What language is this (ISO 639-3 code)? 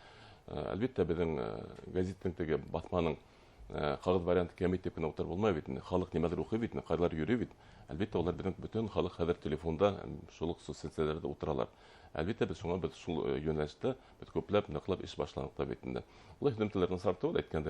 bak